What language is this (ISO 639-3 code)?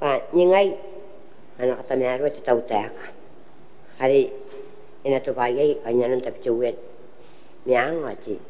gil